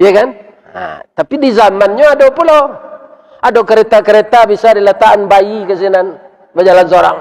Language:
Minangkabau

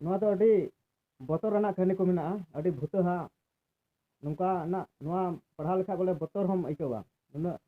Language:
Santali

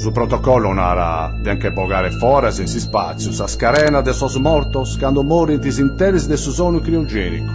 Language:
Sardinian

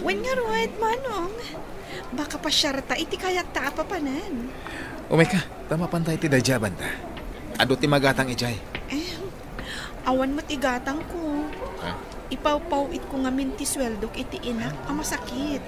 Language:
Iloko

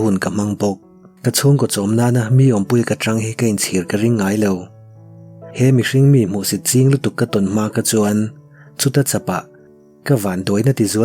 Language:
Mizo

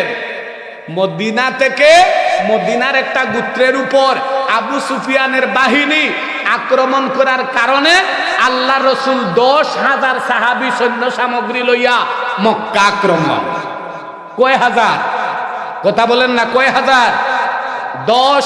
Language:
Sylheti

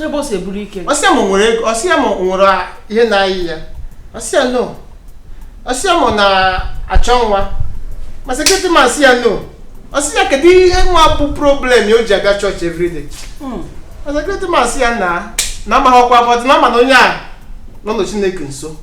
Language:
Igbo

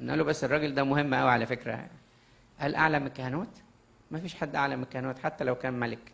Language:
Egyptian Arabic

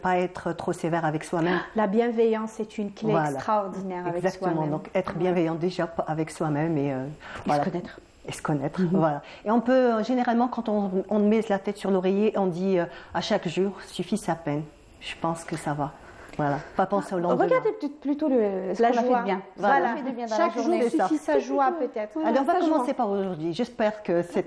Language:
French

